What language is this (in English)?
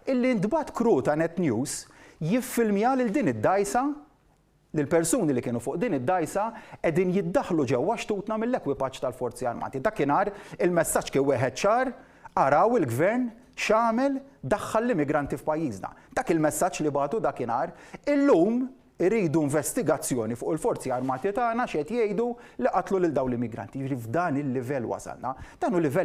Maltese